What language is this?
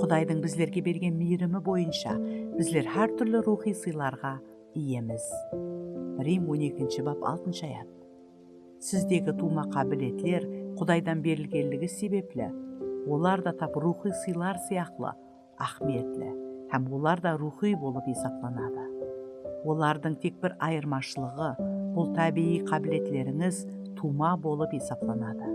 Kara-Kalpak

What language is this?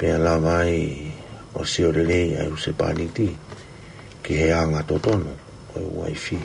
Tongan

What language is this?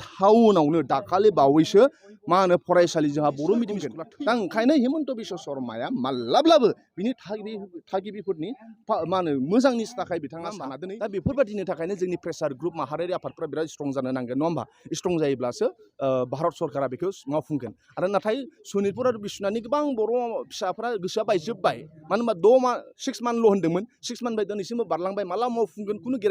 Bodo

